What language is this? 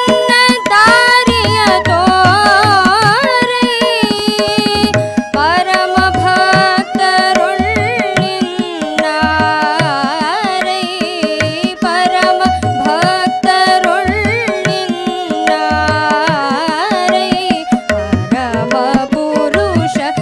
Kannada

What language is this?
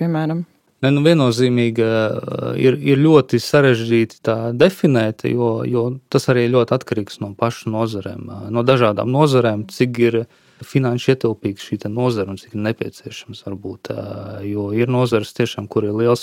Latvian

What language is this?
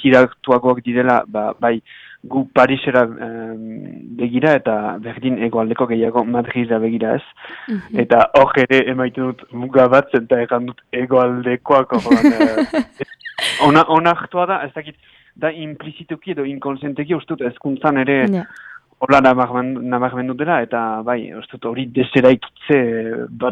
Basque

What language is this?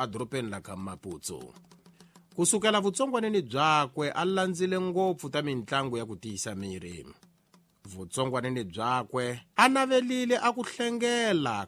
Tsonga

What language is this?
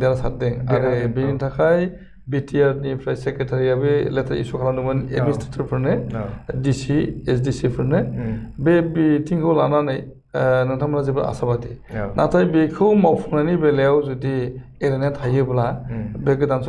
Bodo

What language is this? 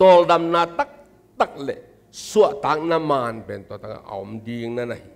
Tedim Chin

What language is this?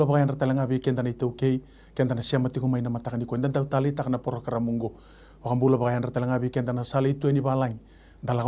Fijian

